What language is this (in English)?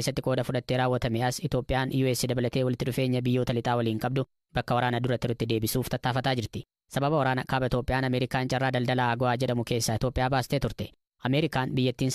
Oromo